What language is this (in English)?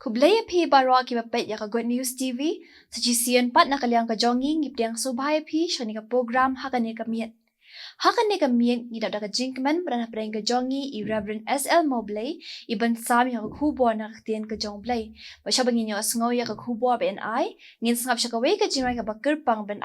Khasi